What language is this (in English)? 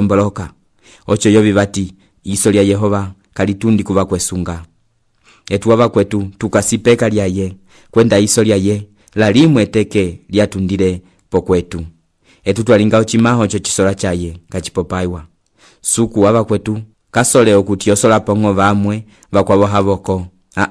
Umbundu